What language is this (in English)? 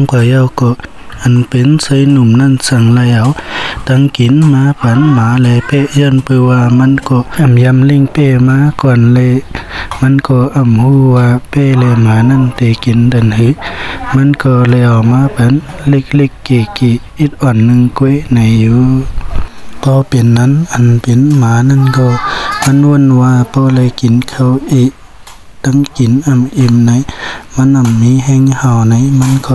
Shan